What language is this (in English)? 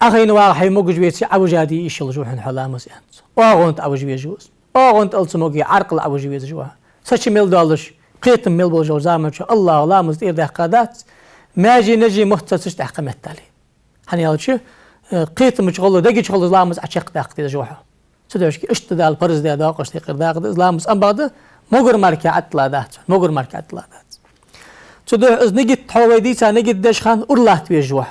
Ingush